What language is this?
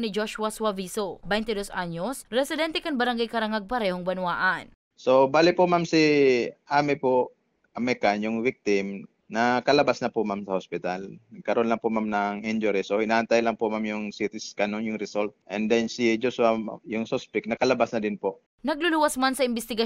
Bikol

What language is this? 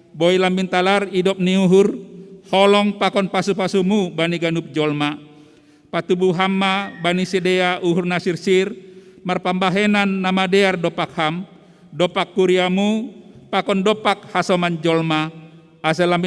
Batak Simalungun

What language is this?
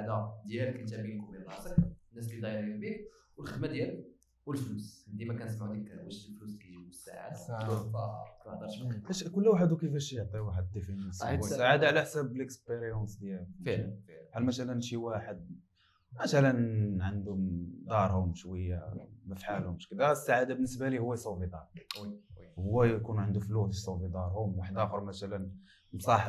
Moroccan Arabic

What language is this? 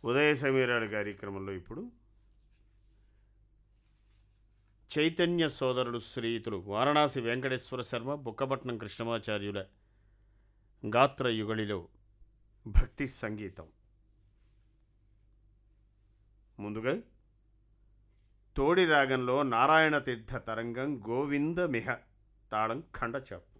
Telugu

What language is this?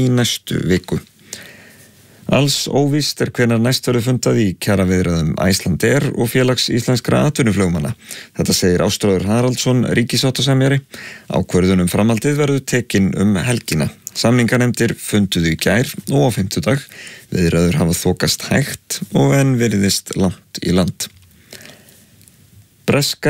Icelandic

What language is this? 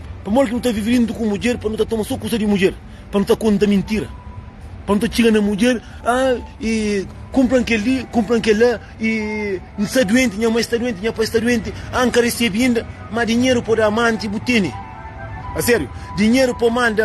Kabuverdianu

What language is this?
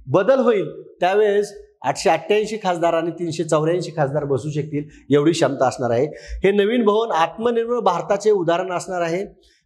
Marathi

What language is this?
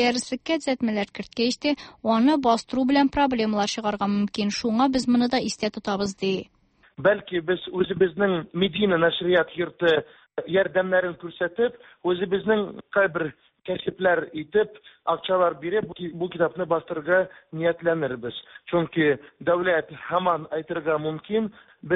Tatar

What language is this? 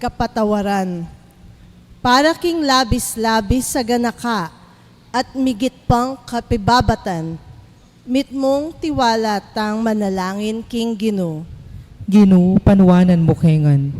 Pampanga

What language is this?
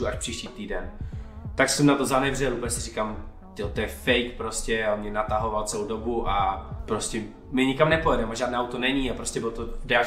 Czech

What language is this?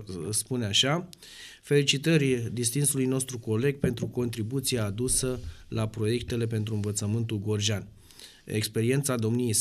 Romanian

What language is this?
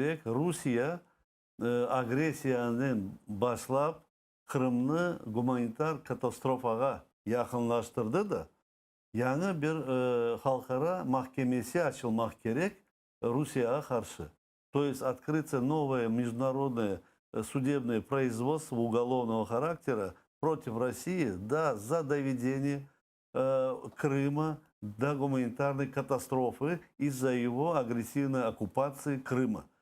Crimean Tatar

